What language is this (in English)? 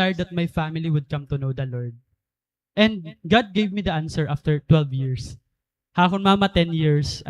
Waray